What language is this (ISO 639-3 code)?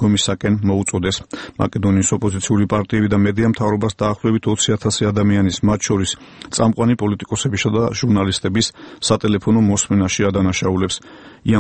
kat